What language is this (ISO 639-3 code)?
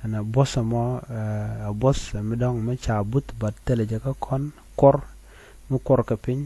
nus